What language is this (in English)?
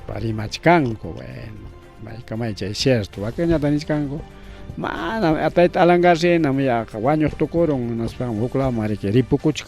Ayacucho Quechua